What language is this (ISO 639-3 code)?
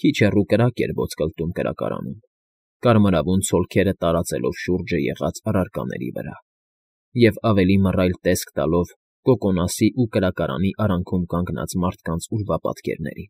hye